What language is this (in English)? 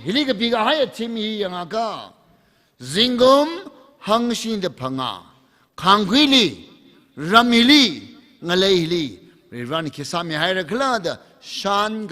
Tangkhul Naga (India)